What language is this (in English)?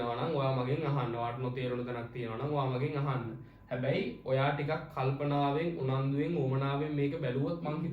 Sinhala